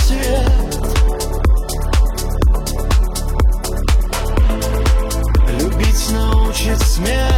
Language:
Russian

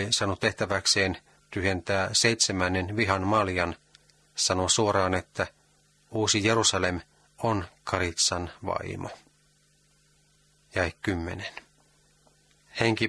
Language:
Finnish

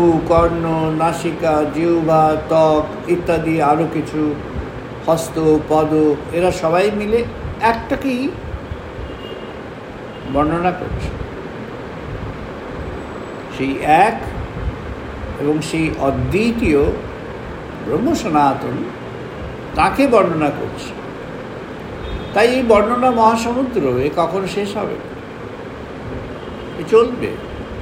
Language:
Bangla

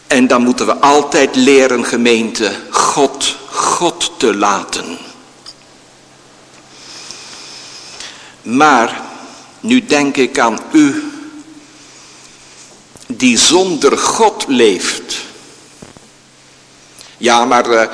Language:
Dutch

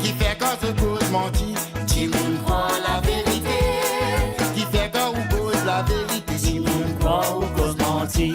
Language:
Morisyen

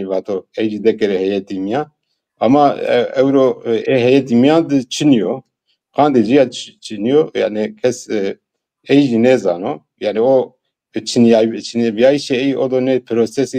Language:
Zaza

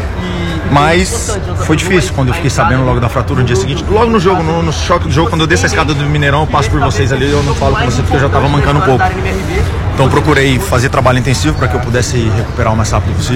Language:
Portuguese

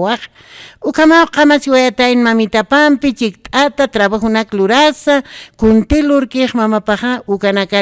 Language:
Aymara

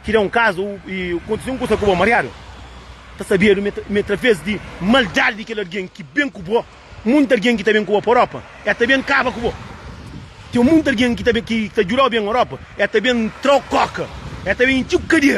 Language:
Kabuverdianu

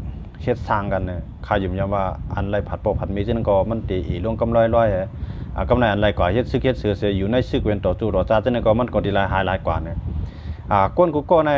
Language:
Shan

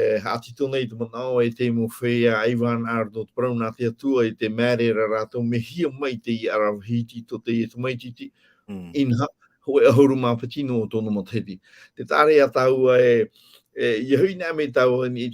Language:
Tahitian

